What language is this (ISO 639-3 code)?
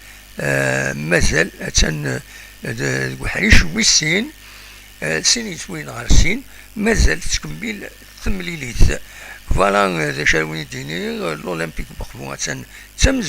kab